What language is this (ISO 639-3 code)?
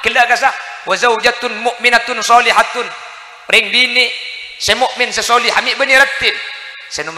mad